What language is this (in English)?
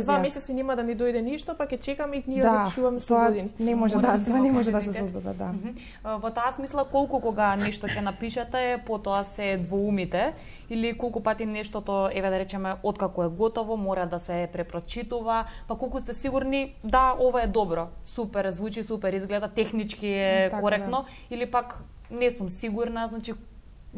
Macedonian